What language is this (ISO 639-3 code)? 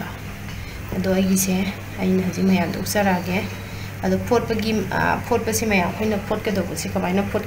mni